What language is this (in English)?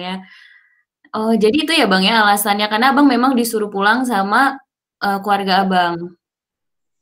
Indonesian